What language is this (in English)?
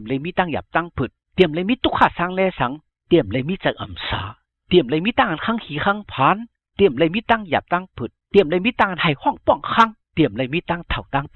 Shan